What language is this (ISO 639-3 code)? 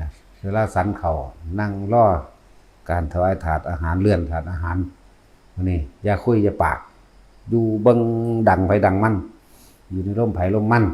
tts